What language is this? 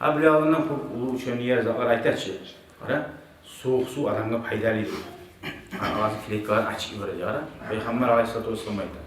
Kumyk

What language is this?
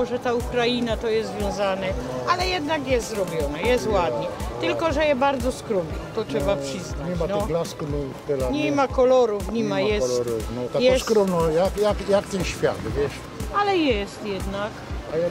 Silesian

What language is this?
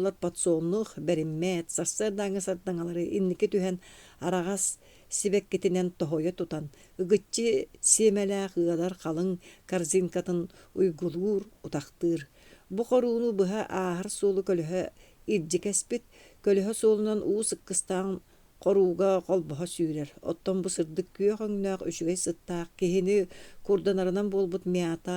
Yakut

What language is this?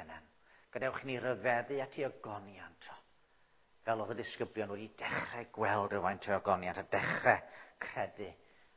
Welsh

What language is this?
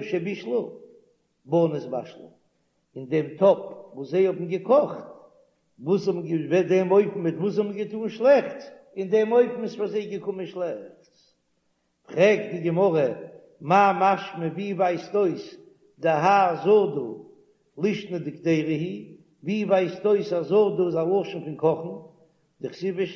Yiddish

